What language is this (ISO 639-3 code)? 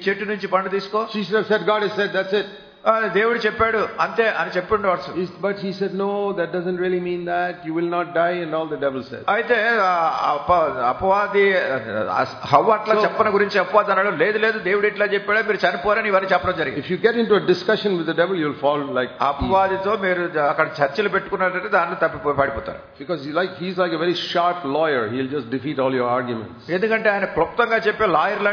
tel